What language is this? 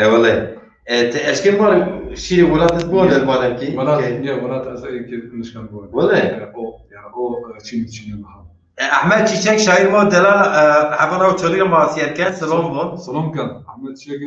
Zaza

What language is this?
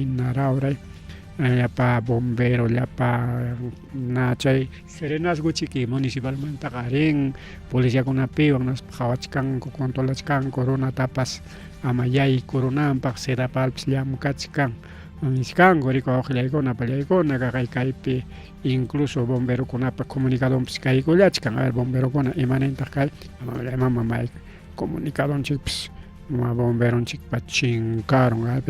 Ayacucho Quechua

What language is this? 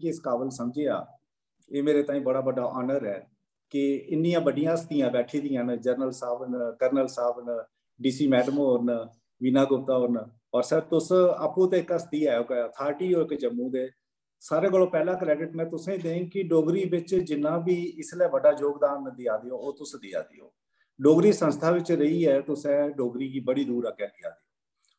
Dogri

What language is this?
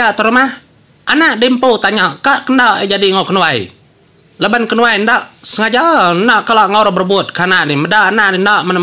Iban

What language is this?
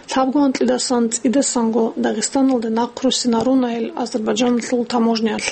Avaric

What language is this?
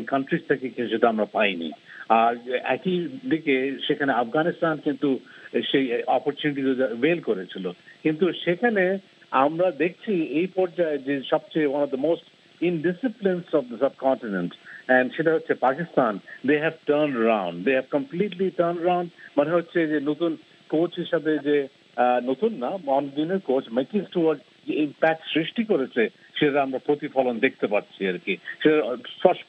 Bangla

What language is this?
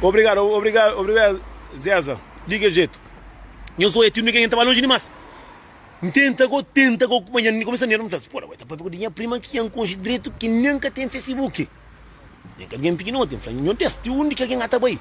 Kabuverdianu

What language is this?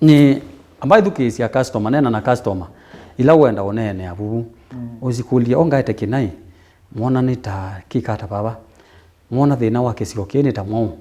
Kamba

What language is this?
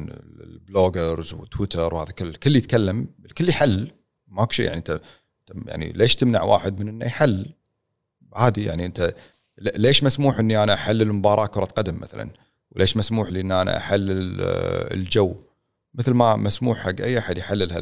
Gulf Arabic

